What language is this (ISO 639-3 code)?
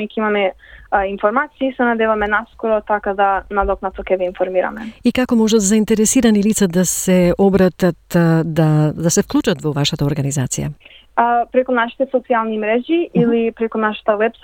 mkd